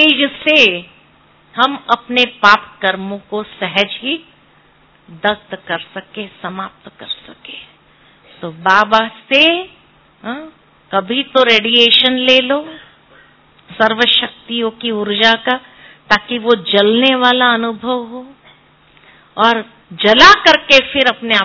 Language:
Hindi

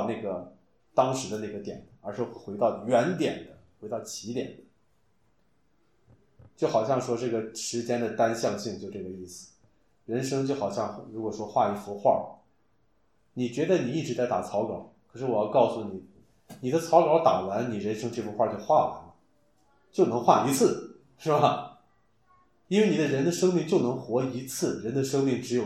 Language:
Chinese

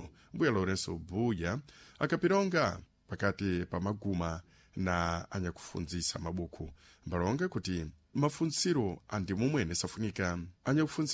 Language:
Sena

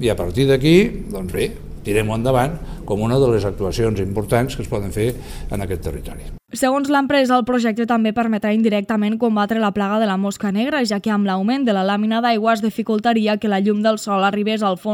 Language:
Catalan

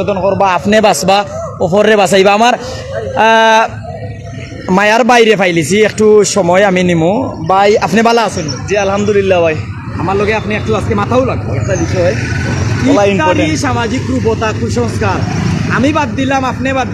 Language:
Sylheti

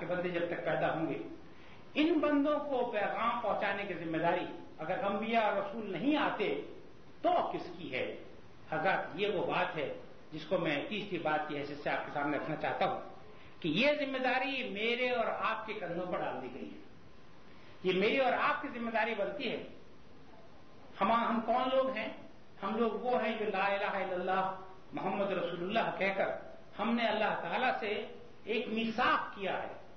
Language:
Urdu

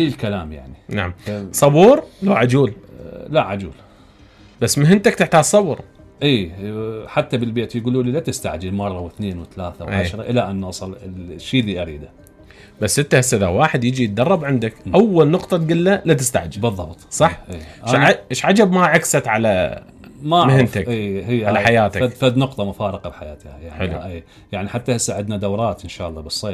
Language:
Mesopotamian Arabic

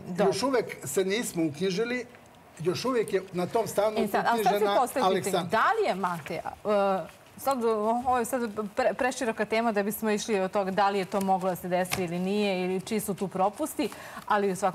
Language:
Serbian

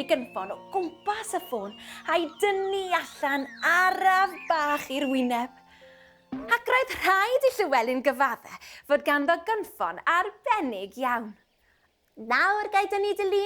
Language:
Welsh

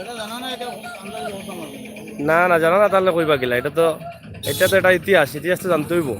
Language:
Sylheti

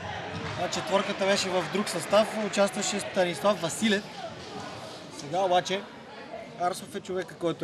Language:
Bulgarian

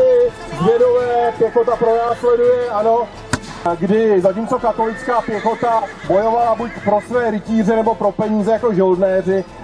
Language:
Czech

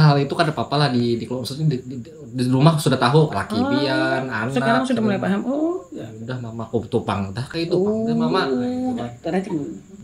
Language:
Banjar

